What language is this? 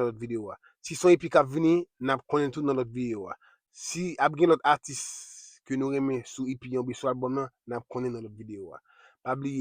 Haitian Creole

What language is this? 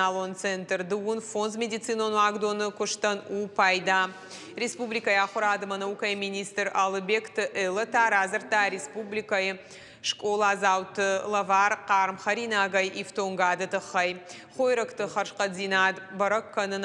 Ossetic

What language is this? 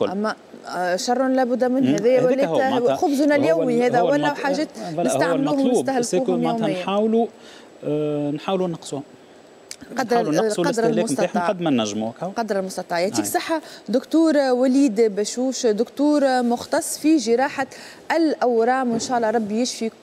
Tunisian Arabic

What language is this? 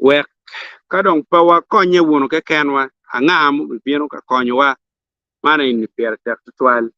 Acoli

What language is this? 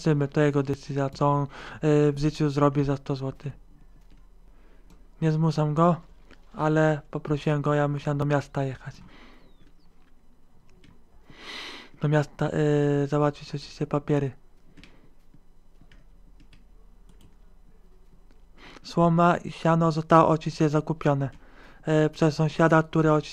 Polish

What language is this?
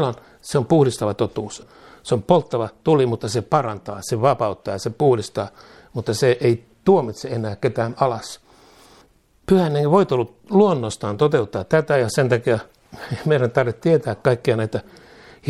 Finnish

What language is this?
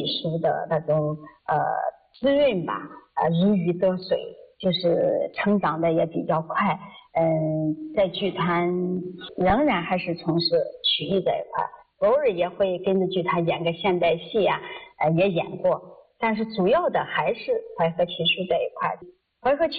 Chinese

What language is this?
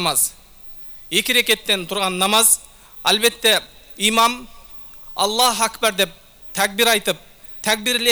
Kyrgyz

